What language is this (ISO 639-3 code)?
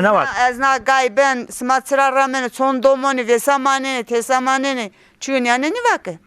zza